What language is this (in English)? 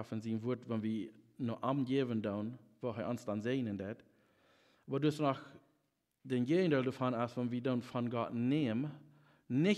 Plautdietsch